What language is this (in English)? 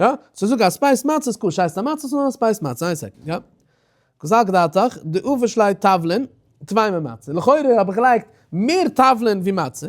Yiddish